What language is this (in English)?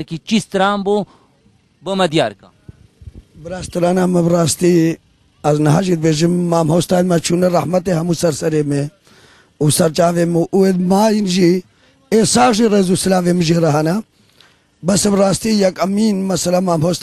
Kurdish